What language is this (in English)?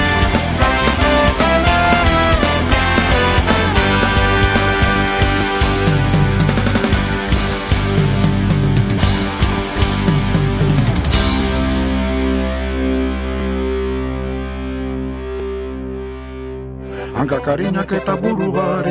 Basque